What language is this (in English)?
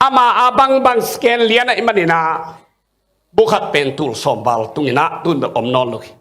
Tedim Chin